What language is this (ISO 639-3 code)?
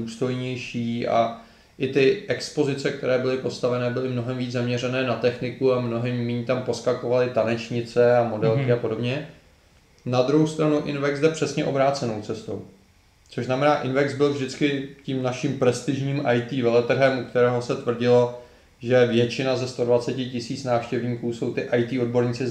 ces